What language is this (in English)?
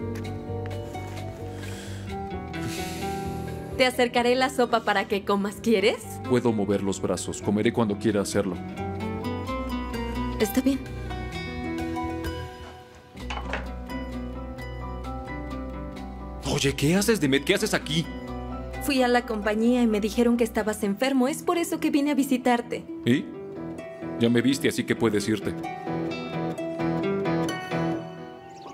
Spanish